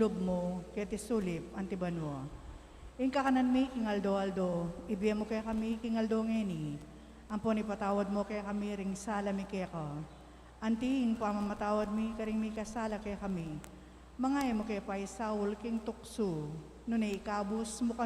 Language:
Pampanga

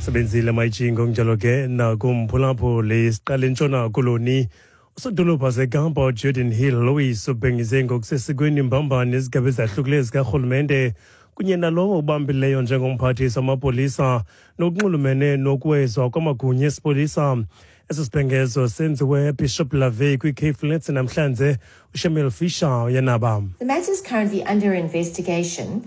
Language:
Xhosa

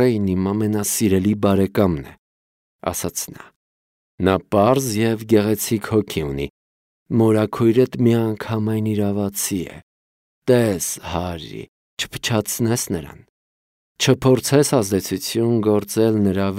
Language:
Armenian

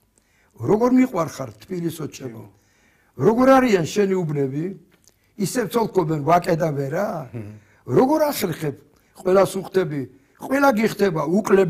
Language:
Georgian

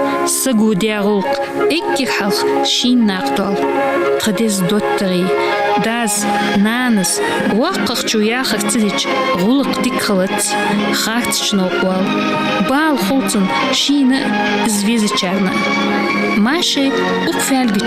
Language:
Ingush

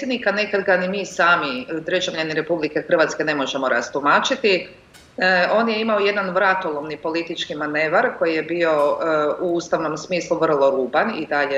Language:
Croatian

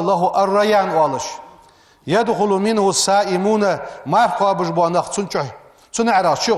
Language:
Ingush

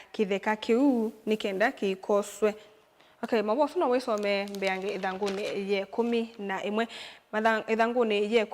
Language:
Kamba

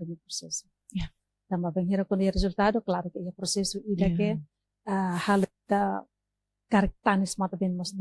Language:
Tetum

